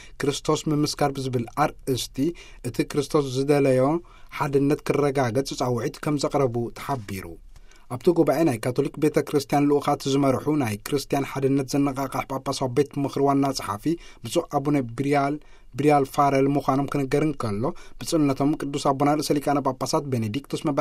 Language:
Tigrinya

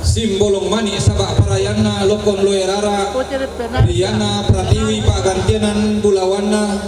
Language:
Toraja-Sa'dan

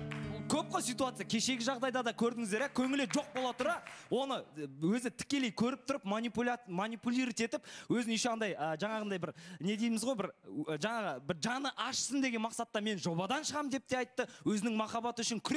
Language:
Kazakh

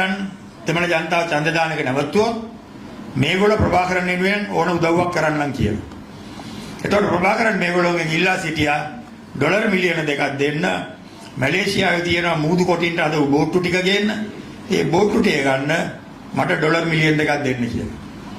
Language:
Sinhala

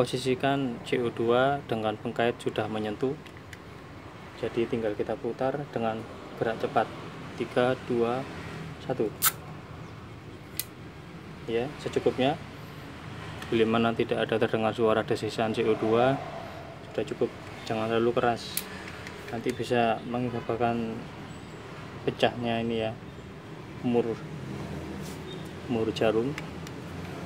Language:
Indonesian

